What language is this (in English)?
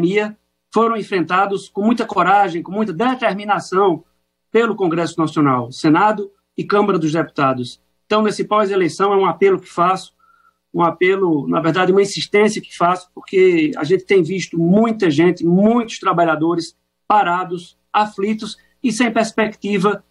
Portuguese